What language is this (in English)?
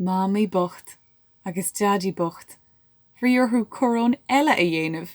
Irish